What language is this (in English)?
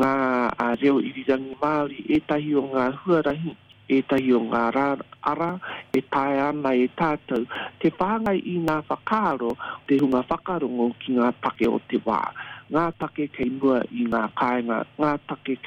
Māori